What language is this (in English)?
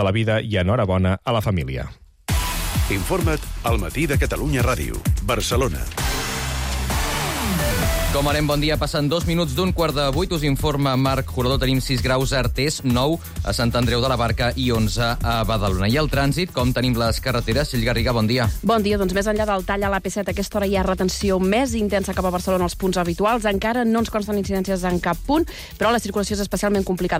Catalan